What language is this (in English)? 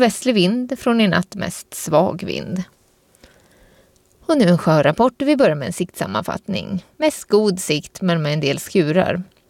Swedish